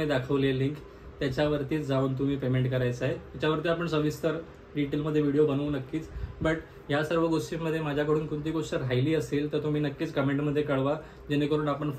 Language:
Marathi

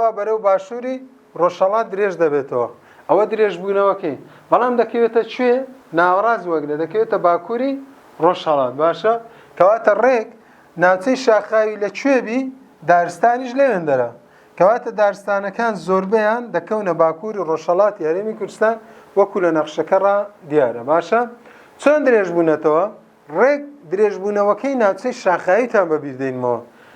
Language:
Central Kurdish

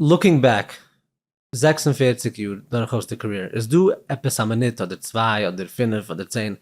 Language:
Yiddish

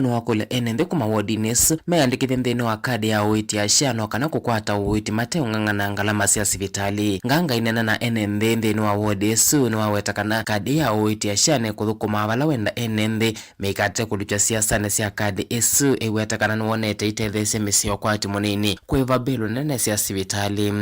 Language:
Kamba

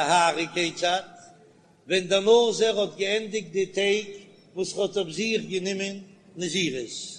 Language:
Yiddish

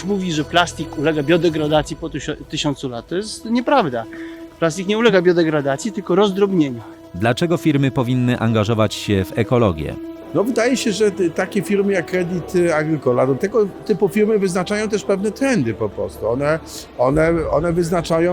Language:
Polish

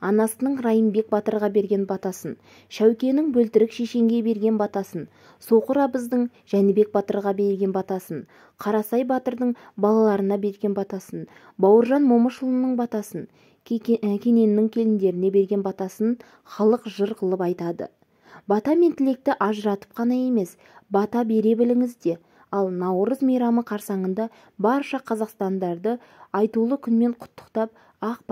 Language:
Kazakh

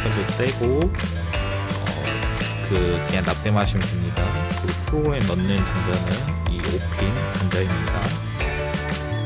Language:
Korean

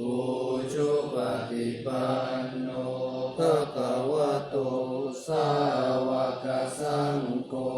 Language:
Pali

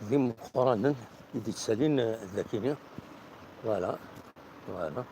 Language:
Kabyle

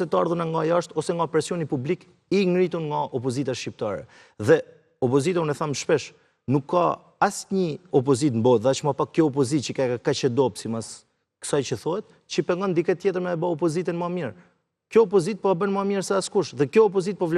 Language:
Albanian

